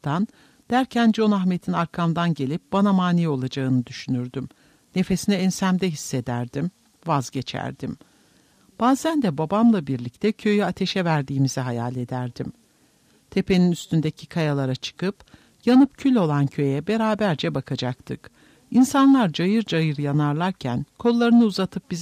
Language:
Turkish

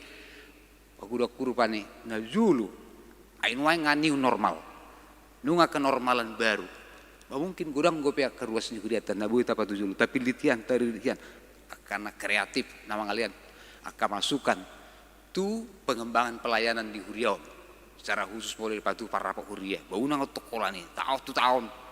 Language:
Batak Toba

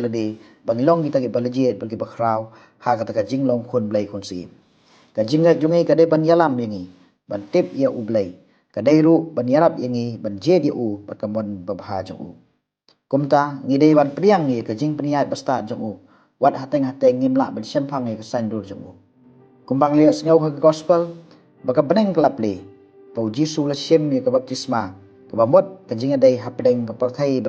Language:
Khasi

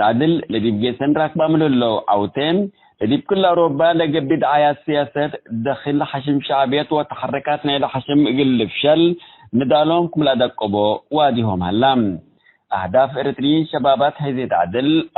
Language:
Tigre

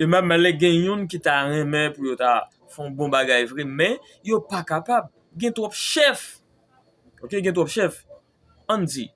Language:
Haitian Creole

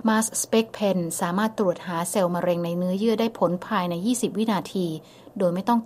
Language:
Thai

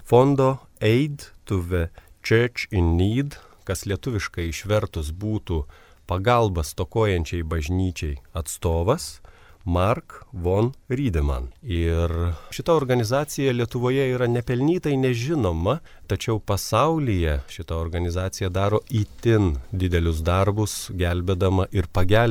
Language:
Lithuanian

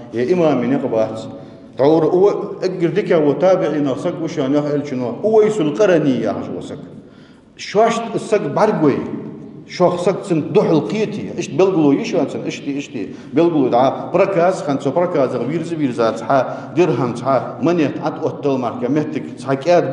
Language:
Ingush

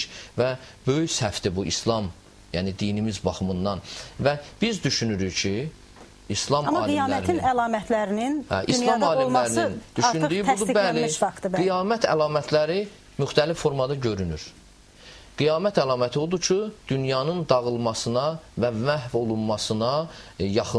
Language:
Azerbaijani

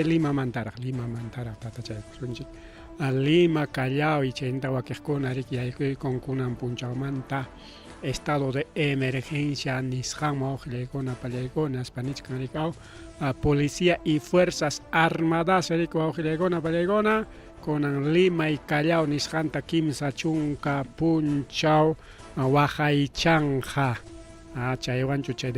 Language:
Ayacucho Quechua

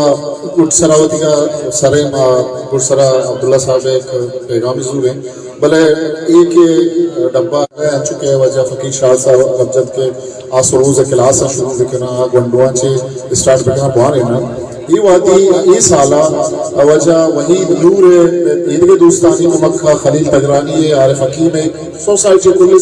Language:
Eastern Balochi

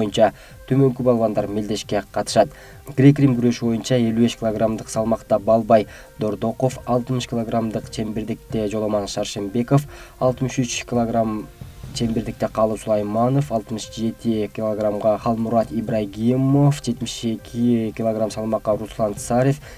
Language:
Kyrgyz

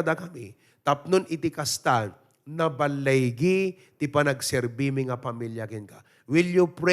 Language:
Iloko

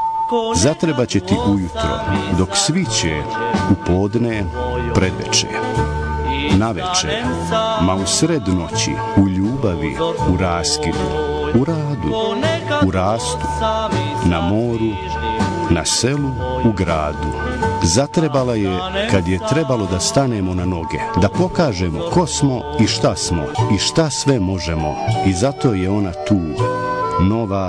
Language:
Bosnian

